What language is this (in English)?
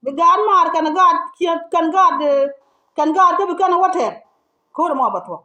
Nuer